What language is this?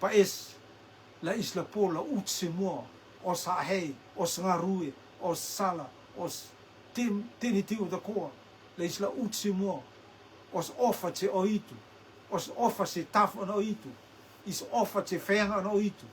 Rotuman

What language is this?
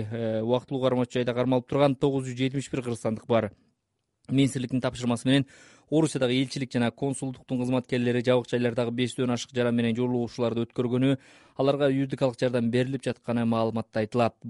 Kyrgyz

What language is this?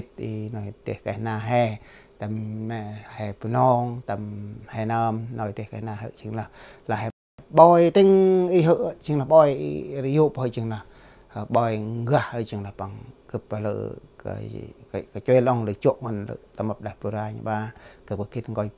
Central Mnong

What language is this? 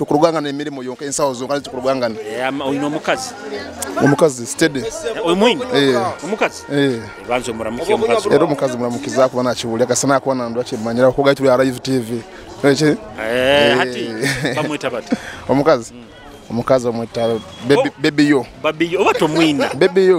Nyoro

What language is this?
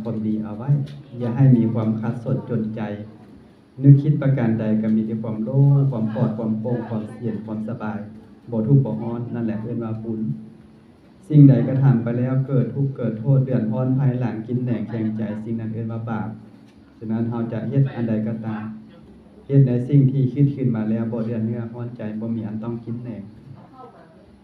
Lao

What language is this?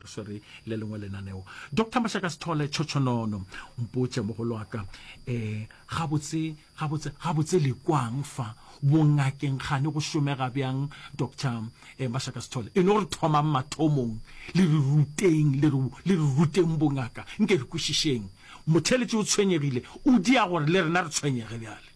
Northern Sotho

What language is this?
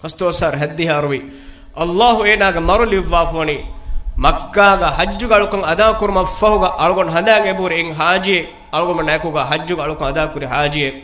Divehi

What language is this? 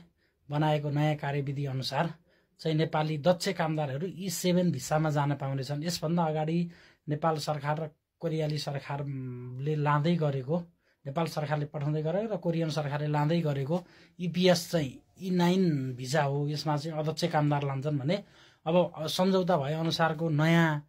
Nepali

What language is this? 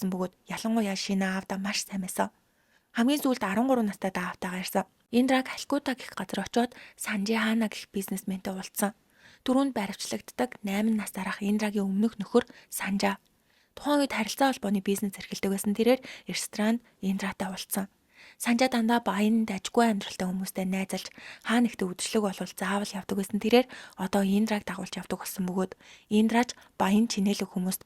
Mongolian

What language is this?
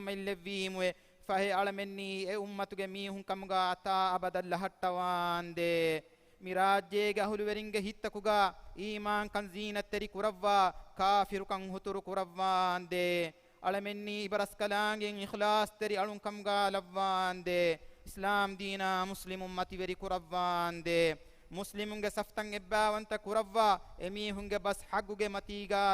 Divehi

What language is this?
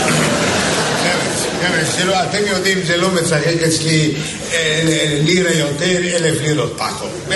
Hebrew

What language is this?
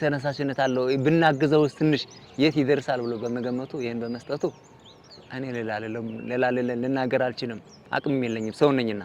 Amharic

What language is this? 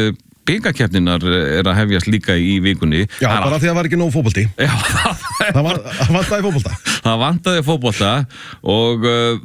Icelandic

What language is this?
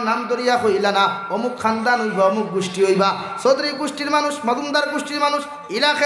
Sylheti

